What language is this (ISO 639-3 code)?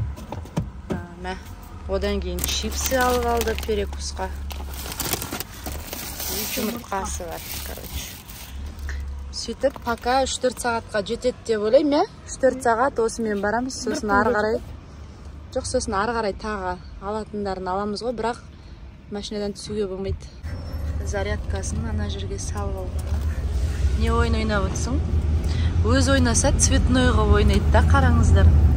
kaz